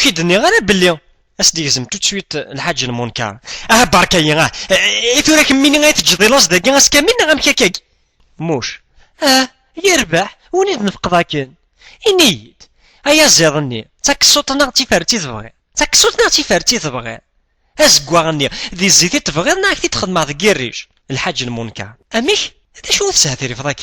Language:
Kabyle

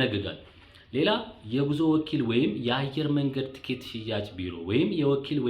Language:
Amharic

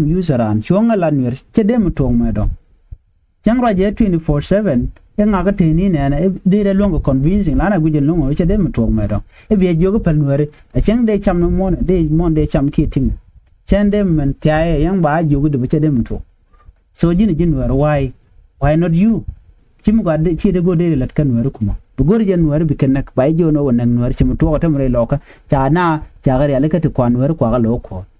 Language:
Nuer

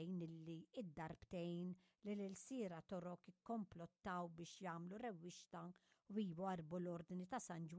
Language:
Maltese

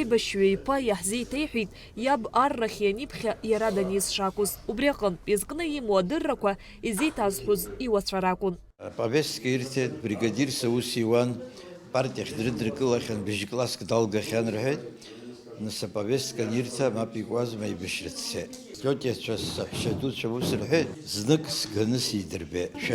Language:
Abkhazian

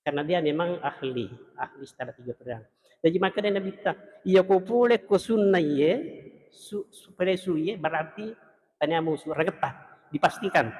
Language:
Buginese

